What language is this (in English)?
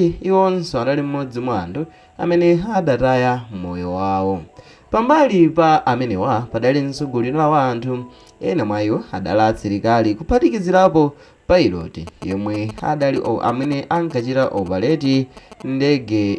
Nyanja